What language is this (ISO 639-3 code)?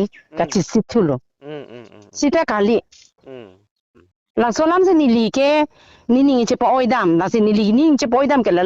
mjw